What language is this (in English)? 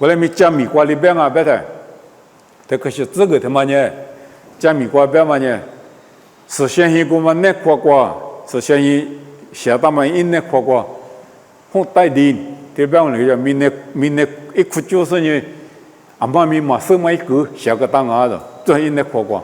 Lisu